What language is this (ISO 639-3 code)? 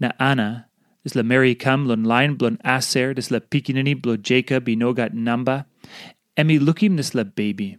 tpi